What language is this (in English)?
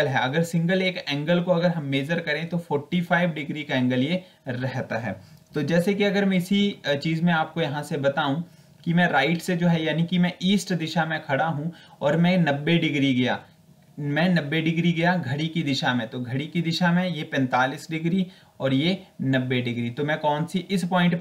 Hindi